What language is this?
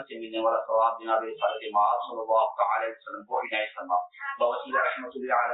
Urdu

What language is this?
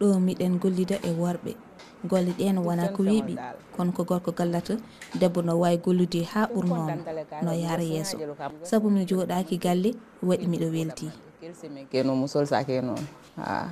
Fula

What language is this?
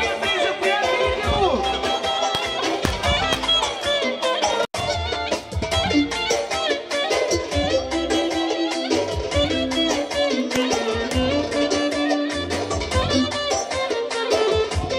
Turkish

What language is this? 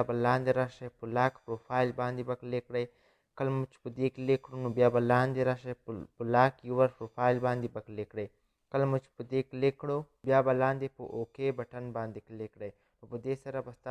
Pashto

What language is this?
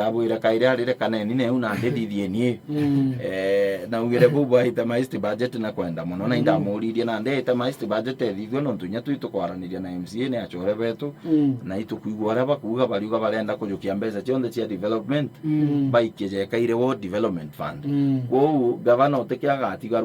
Meru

